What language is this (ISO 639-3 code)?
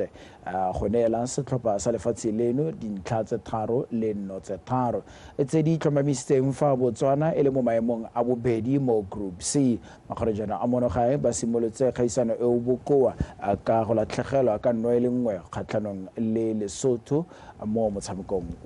tsn